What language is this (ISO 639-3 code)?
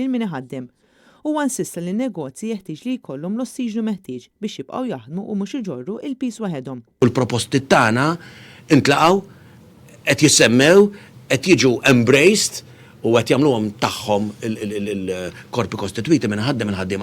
mlt